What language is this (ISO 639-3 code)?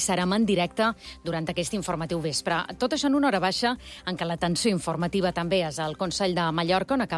cat